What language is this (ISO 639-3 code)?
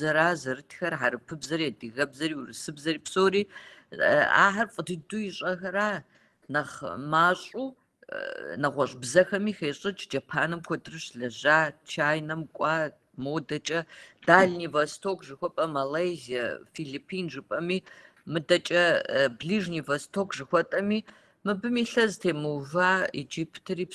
kbd